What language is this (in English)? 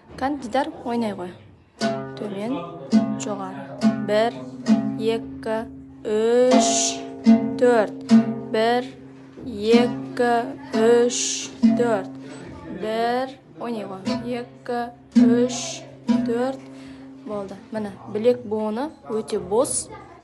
Kazakh